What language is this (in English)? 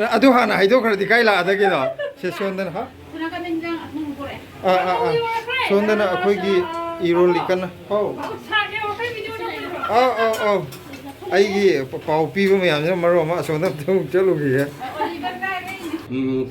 Manipuri